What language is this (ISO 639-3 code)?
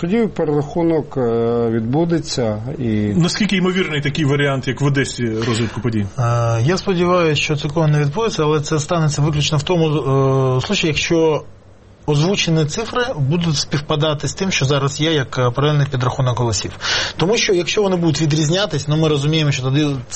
ukr